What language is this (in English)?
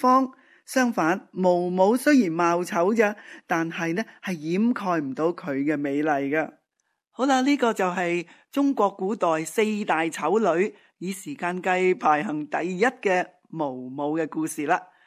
Cantonese